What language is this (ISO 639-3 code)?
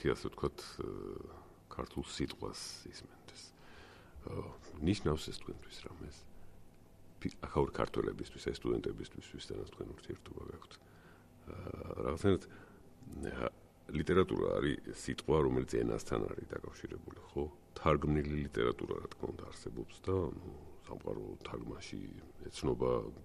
kat